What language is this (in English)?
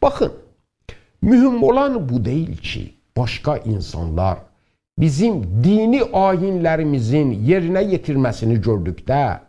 South Azerbaijani